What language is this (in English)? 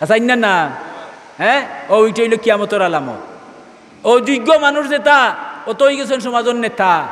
Sylheti